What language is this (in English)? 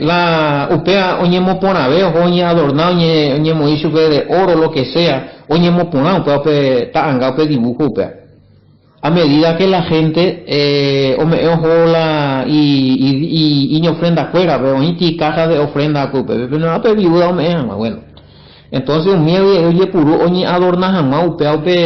Guarani